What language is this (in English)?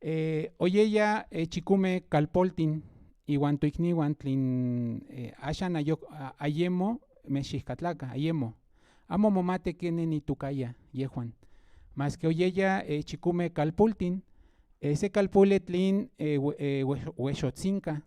Central Nahuatl